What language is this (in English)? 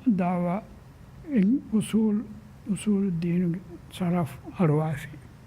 Divehi